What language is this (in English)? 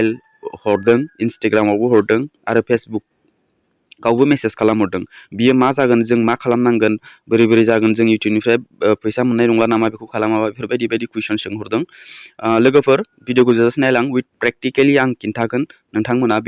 Bodo